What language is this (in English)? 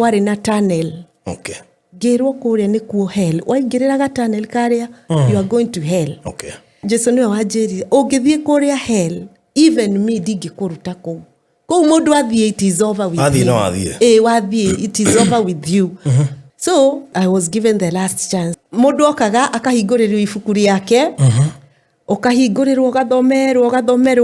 Kikuyu